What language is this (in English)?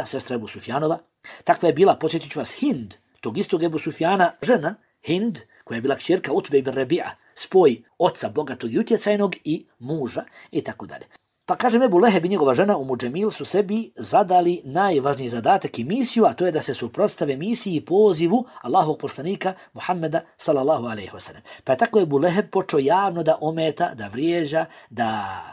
Bosnian